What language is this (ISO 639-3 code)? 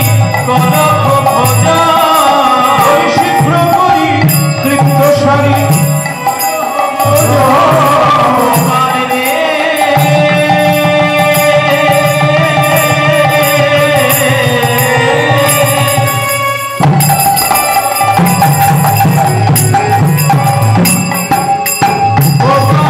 ben